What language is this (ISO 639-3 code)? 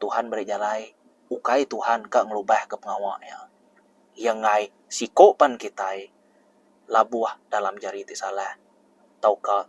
iba